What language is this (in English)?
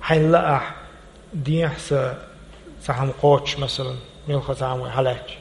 Chechen